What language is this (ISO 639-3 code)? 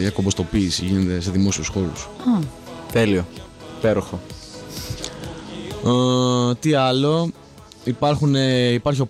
ell